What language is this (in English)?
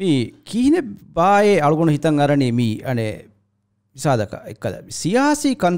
Divehi